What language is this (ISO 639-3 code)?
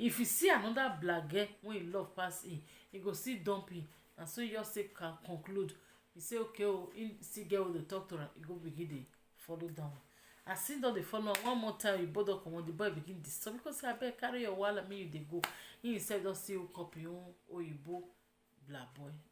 pcm